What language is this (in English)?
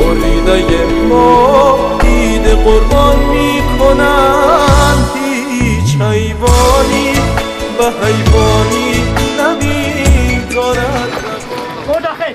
Persian